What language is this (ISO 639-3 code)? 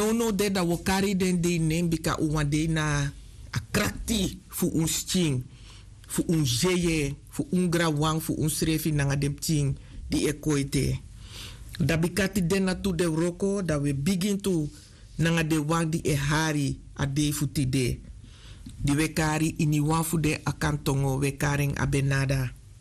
srn